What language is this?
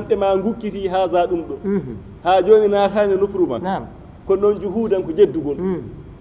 Fula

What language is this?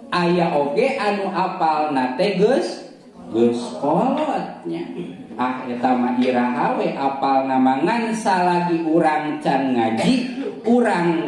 Sundanese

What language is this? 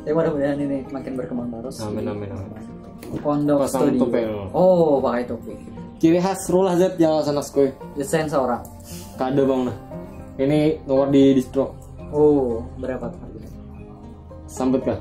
Banjar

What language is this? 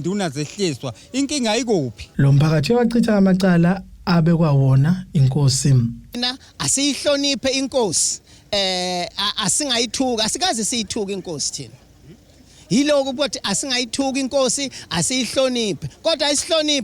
Zulu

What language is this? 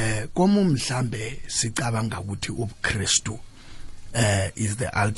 South Ndebele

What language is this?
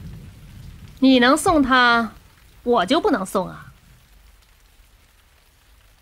Chinese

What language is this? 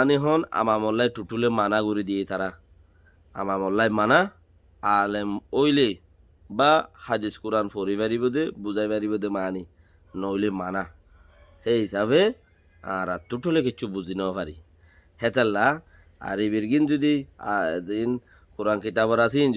Rohingya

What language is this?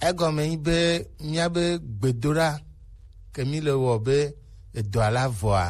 Gen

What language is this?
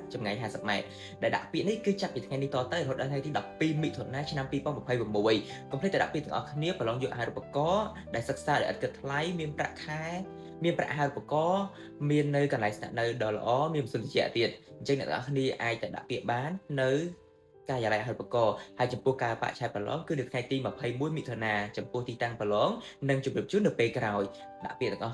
Khmer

